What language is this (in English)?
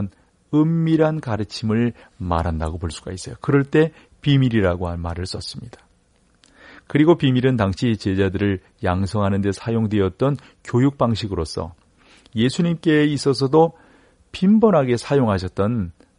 Korean